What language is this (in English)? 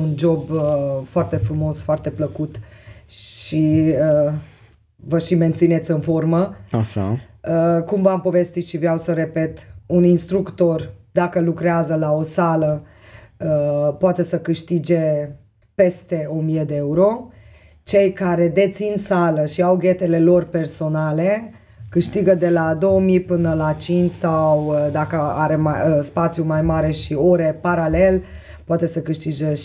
Romanian